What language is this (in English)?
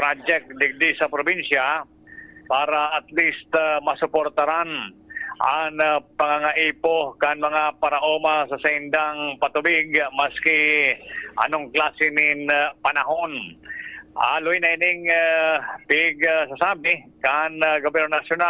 Bikol